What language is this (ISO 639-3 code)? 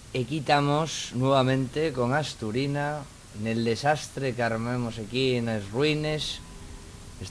ast